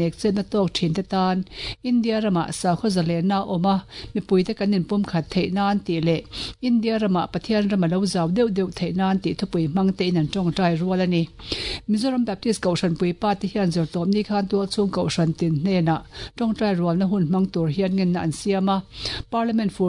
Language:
Mizo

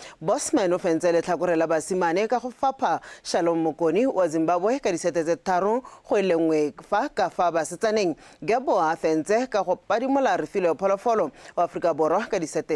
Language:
Tswana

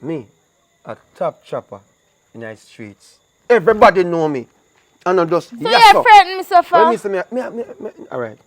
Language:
Jamaican Creole English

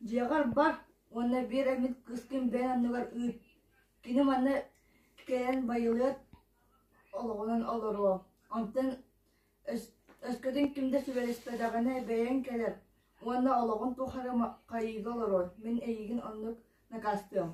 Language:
Yakut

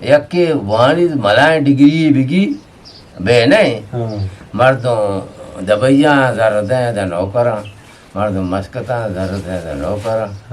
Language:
Eastern Balochi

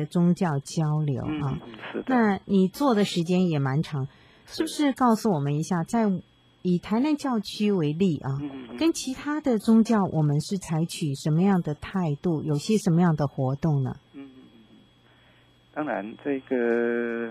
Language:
Chinese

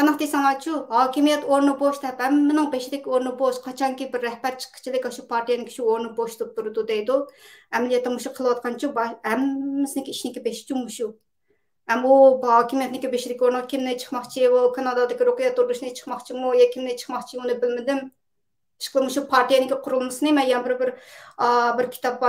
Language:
Uyghur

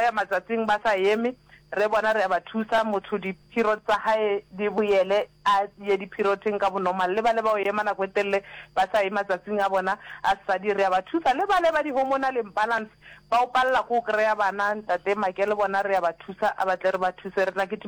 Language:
Northern Sotho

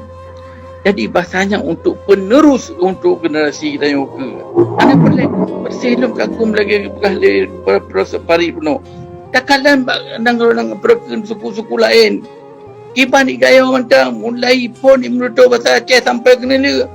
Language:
Achinese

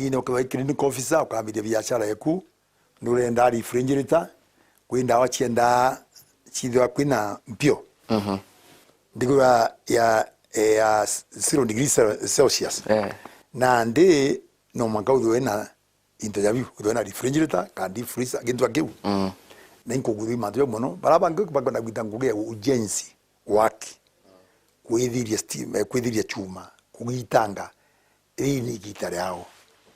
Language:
Meru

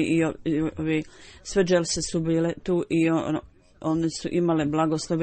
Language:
Bosnian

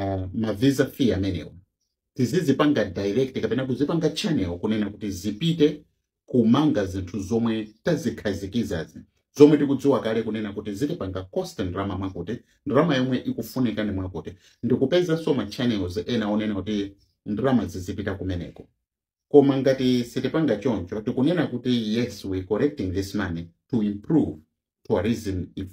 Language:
Nyanja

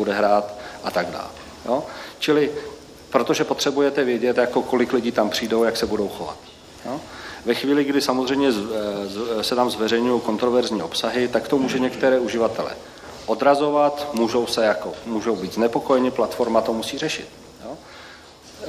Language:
Czech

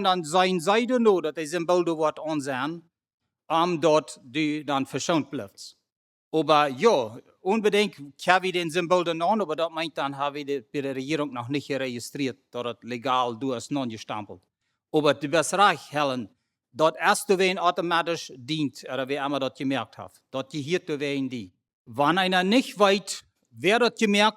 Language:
Plautdietsch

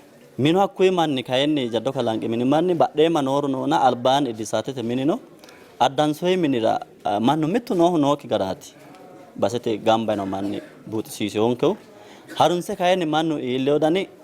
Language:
Sidamo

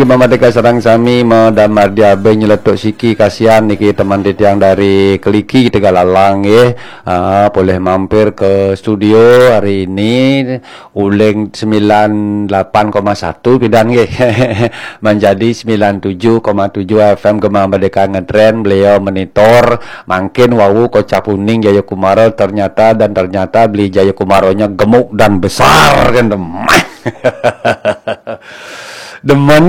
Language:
Balinese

